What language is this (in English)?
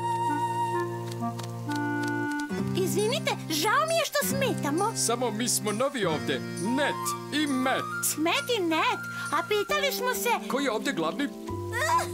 Serbian